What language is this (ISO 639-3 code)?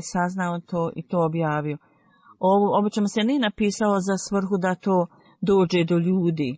bos